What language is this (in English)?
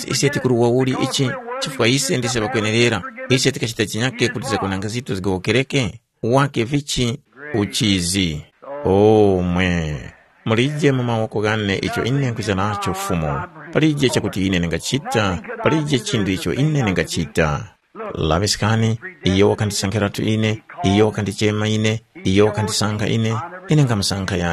Tumbuka